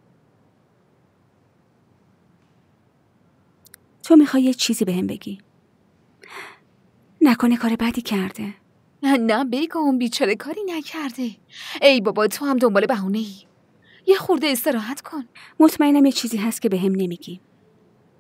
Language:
Persian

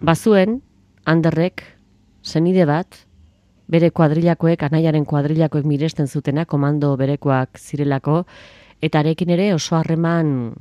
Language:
Basque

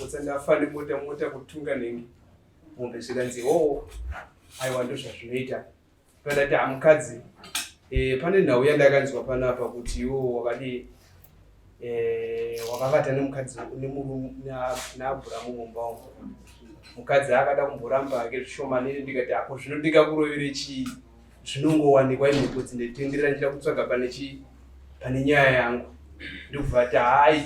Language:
Shona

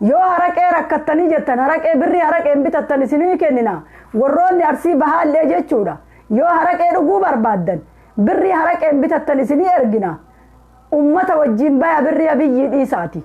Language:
Oromo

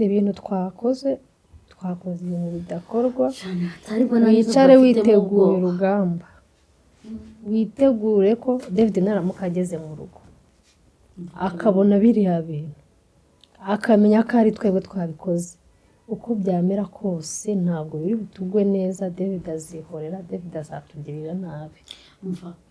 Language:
Kinyarwanda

